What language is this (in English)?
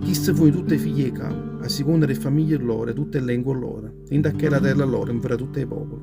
Neapolitan